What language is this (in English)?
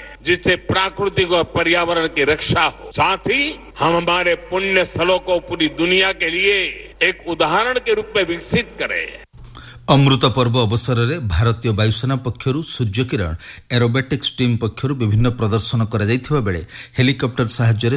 Odia